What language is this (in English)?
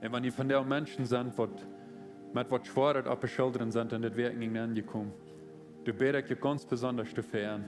Plautdietsch